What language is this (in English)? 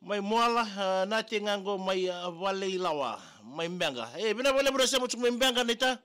Fijian